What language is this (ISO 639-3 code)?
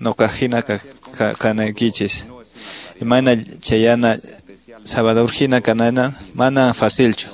que